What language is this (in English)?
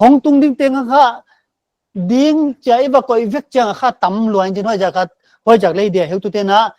Paite Chin